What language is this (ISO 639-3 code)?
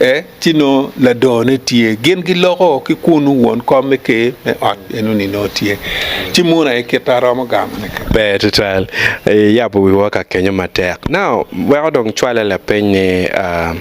ach